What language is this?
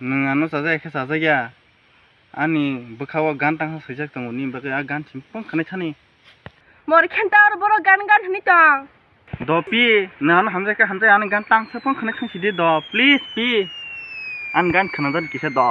Kok Borok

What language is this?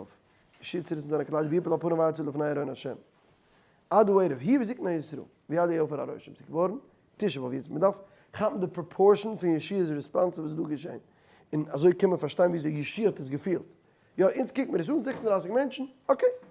Yiddish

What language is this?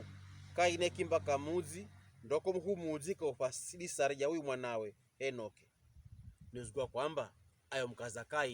Pokomo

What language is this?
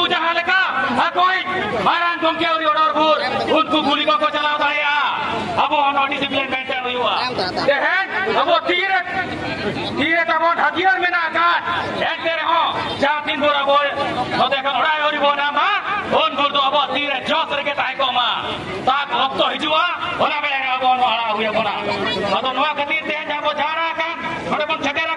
Santali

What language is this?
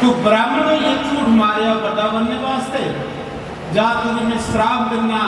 Dogri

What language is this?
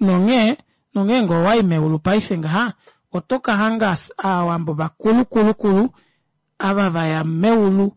Kuanyama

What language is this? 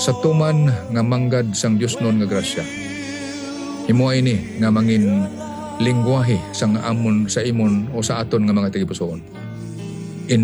Hiligaynon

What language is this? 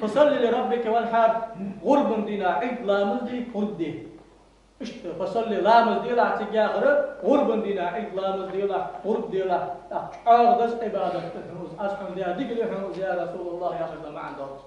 Ingush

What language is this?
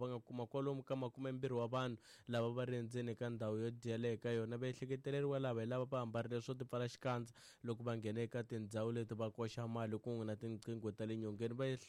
Tsonga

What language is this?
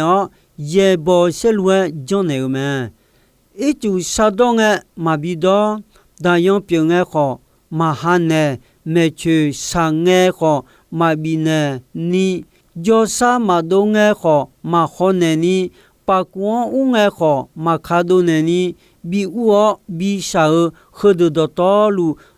Akha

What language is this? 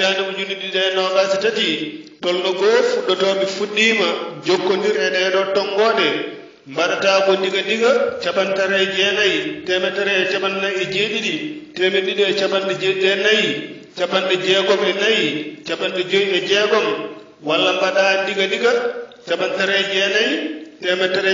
Fula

